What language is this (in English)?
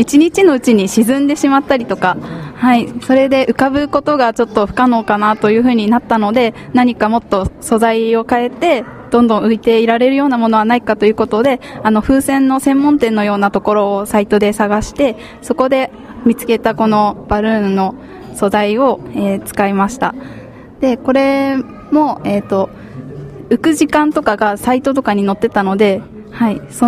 Japanese